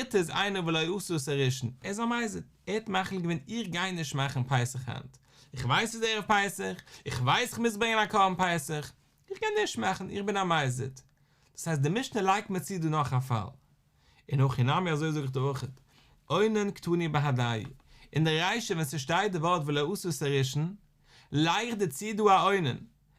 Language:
Yiddish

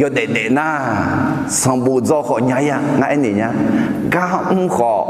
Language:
Akha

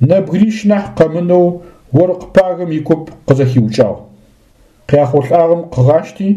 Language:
Adyghe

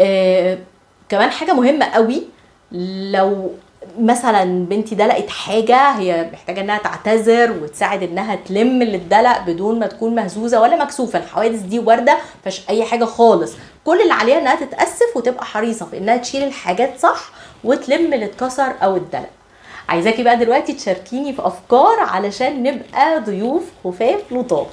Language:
Egyptian Arabic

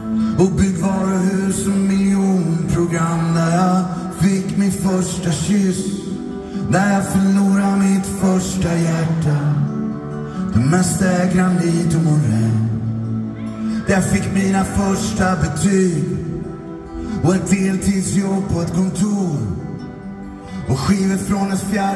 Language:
Swedish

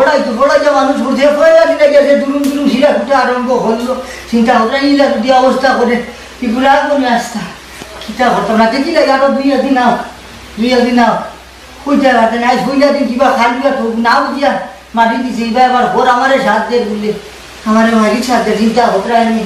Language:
Sylheti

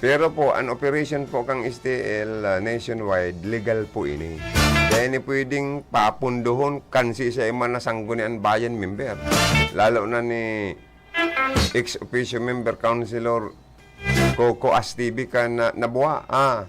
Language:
Bikol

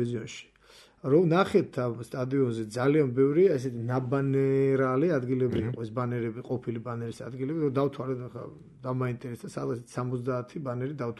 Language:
Georgian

